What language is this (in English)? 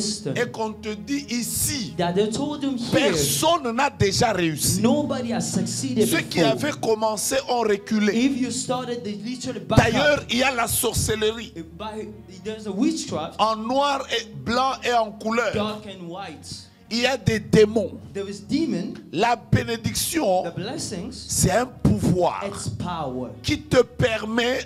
French